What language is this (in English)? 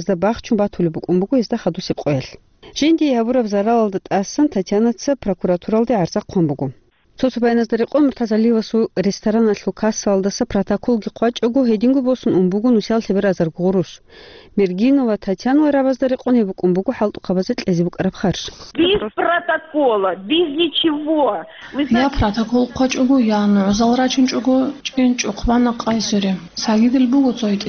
Avaric